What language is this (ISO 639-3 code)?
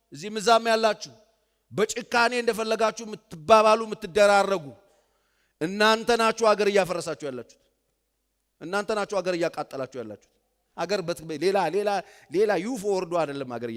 amh